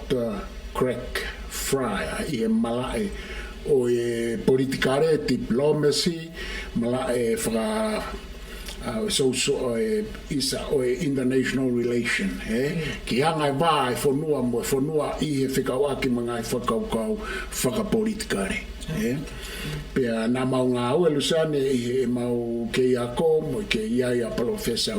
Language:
Tongan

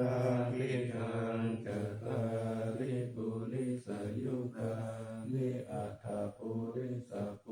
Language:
Pali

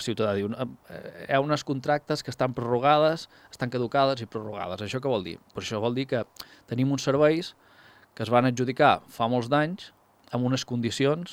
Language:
Catalan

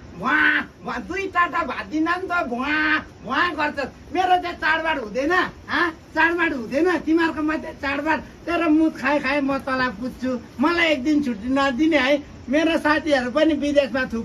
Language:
Nepali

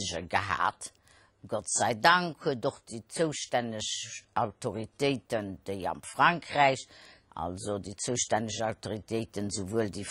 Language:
Luxembourgish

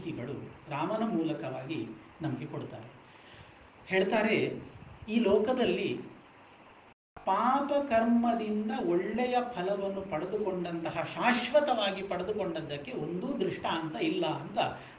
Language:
Kannada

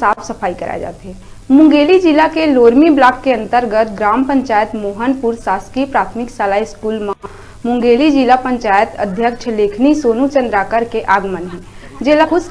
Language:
Chhattisgarhi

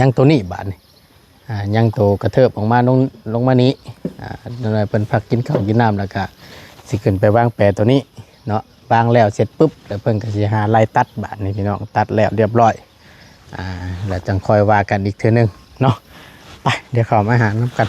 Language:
Northeastern Thai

